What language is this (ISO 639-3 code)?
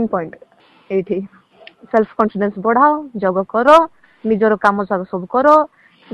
ori